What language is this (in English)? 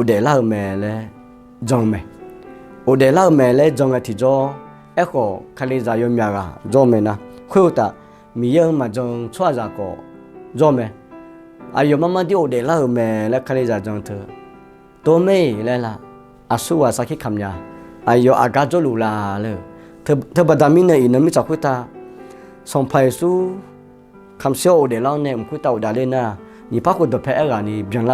Akha